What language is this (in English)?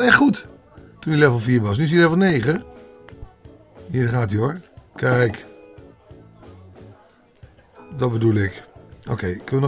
Dutch